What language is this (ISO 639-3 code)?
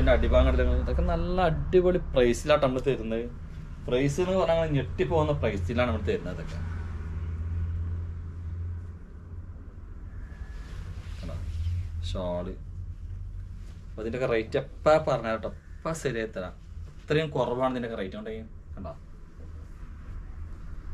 mal